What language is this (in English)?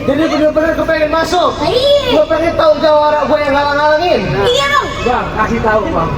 Betawi